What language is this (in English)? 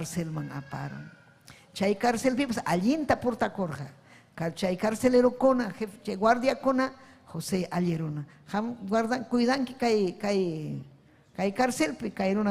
Ayacucho Quechua